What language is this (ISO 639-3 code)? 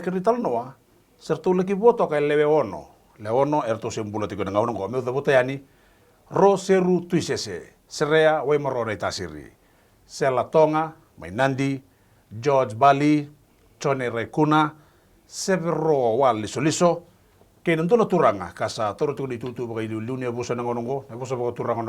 fij